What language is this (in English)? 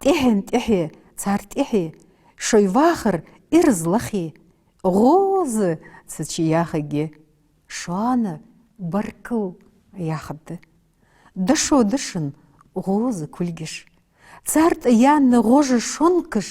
Ingush